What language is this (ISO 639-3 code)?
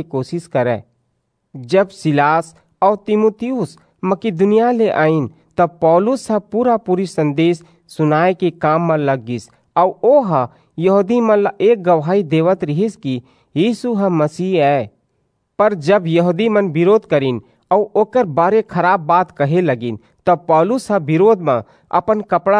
hne